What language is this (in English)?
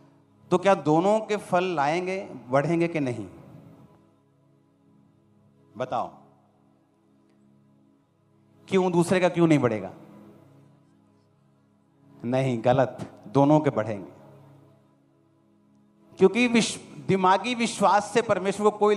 Hindi